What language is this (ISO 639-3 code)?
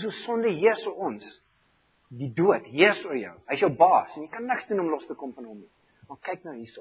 afr